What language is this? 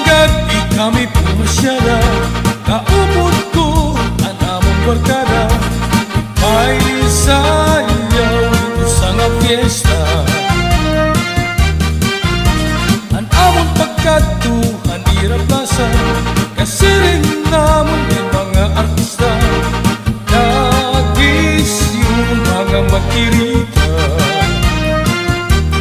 Waray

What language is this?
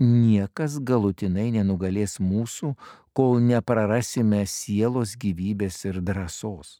Lithuanian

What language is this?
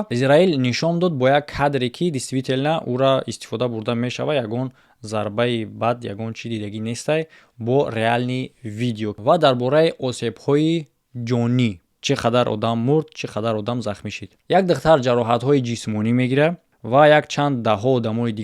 Tajik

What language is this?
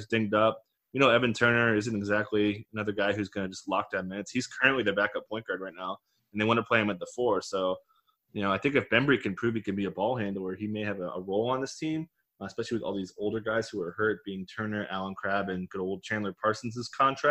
English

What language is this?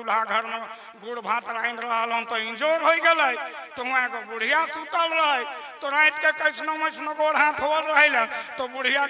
Sadri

